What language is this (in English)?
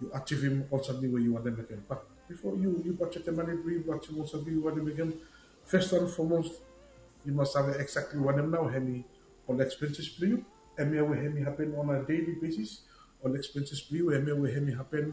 Bislama